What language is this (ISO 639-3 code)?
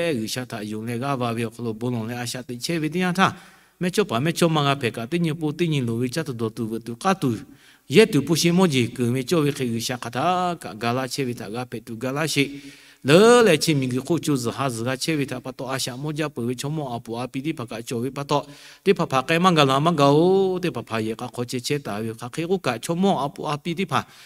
lhu